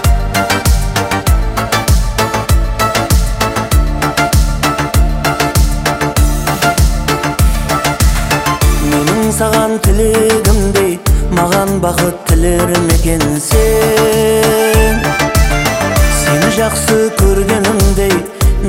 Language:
Kazakh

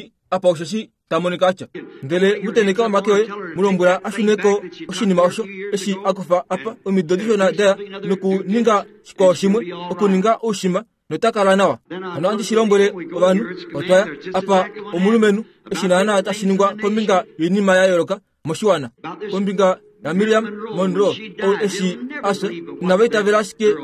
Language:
Kuanyama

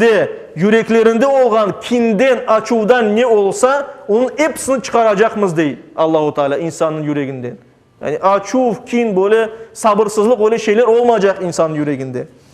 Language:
Crimean Tatar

